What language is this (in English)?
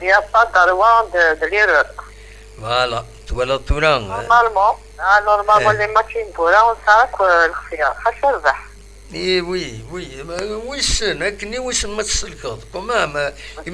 Kabyle